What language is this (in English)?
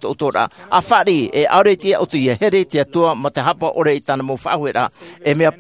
Tahitian